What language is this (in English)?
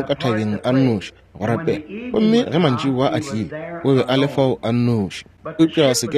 Northern Sotho